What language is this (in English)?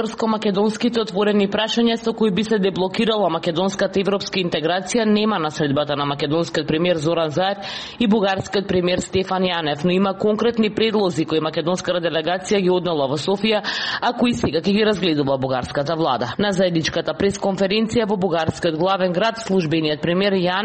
Macedonian